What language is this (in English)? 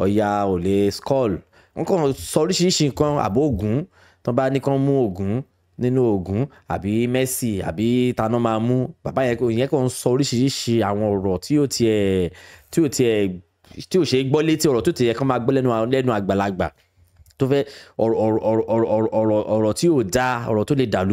Yoruba